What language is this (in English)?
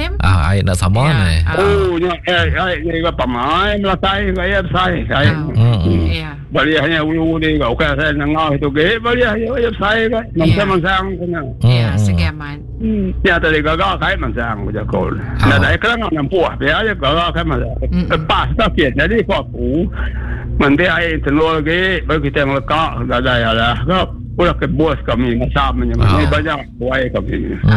Iban